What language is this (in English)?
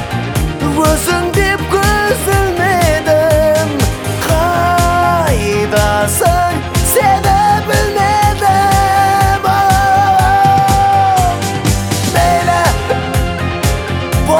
Kazakh